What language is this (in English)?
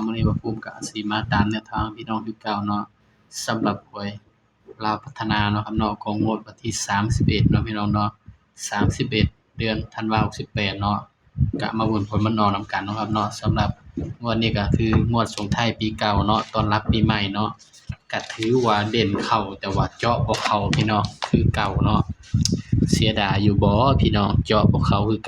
Northeastern Thai